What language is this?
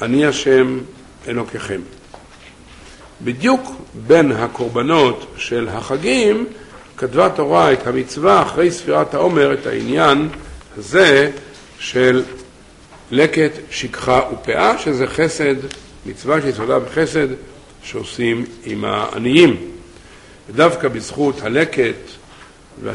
Hebrew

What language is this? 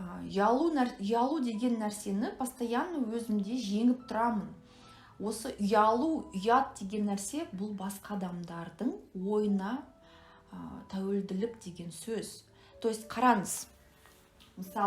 Kazakh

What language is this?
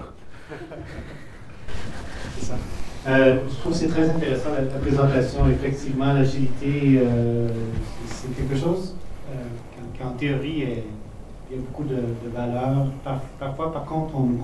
French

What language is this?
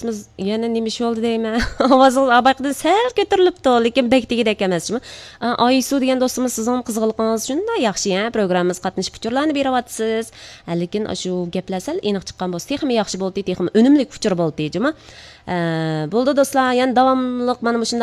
Uyghur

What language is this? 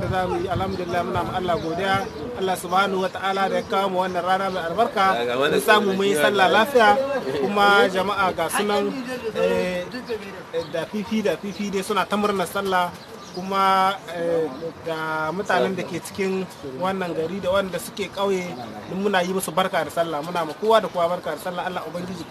Hausa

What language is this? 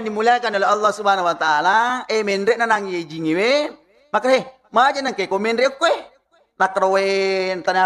Buginese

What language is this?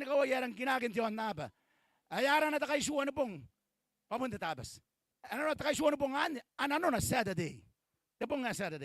Gilbertese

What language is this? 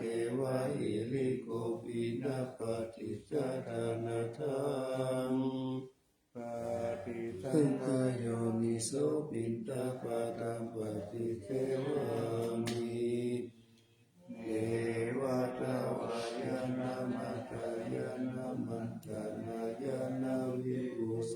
Pali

